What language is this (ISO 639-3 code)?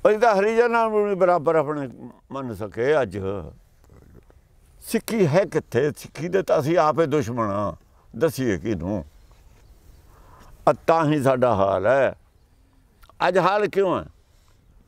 pan